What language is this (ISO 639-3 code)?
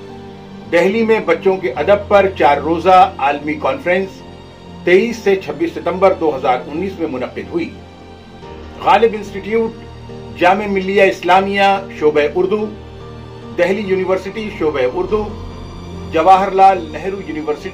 urd